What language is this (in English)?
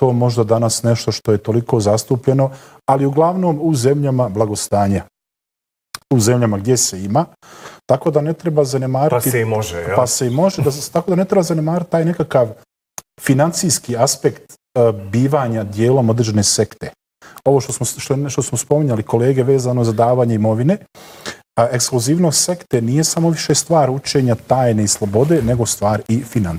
Croatian